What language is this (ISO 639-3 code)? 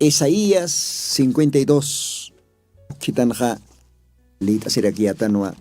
aym